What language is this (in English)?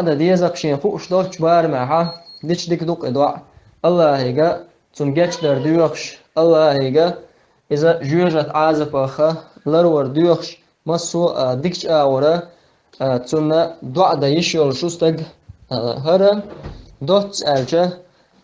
Chechen